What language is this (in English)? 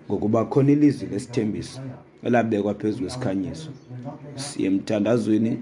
Xhosa